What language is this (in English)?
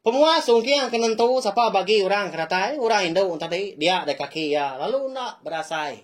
Iban